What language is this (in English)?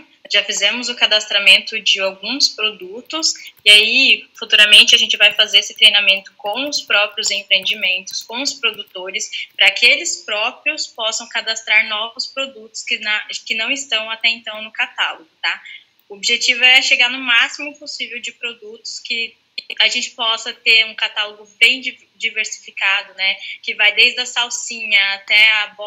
Portuguese